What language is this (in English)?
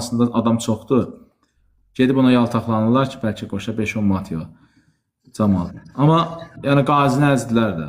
Azerbaijani